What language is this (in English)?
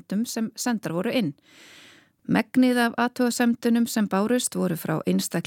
Icelandic